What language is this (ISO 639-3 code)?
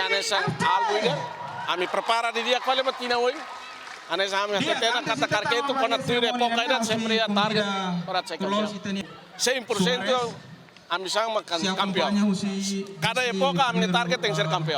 tet